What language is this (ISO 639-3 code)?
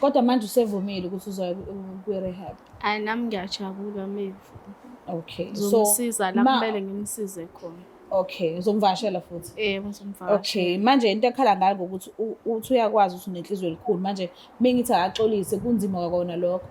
zul